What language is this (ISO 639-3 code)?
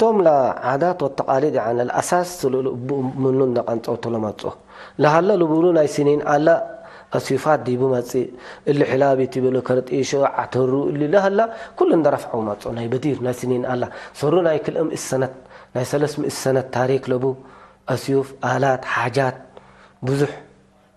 tig